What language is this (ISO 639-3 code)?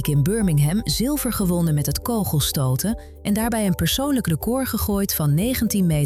nld